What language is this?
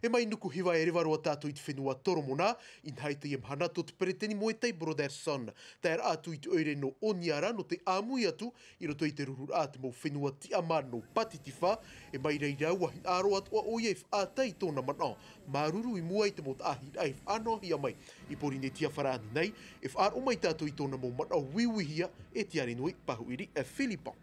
Tahitian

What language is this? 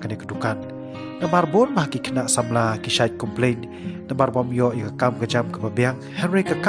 Khasi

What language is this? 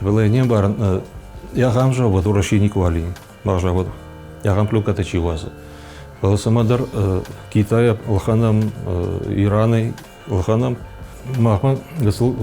Ossetic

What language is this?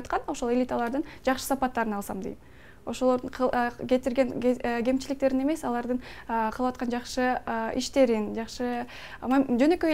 Kyrgyz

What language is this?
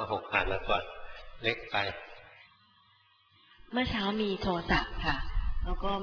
Thai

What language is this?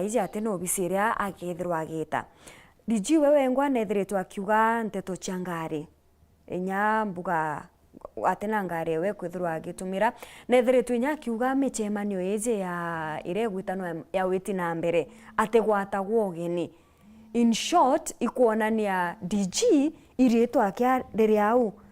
Meru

